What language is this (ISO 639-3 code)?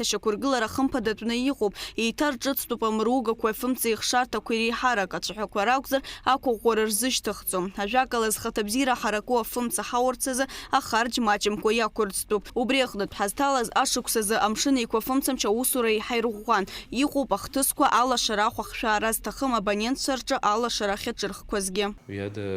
abk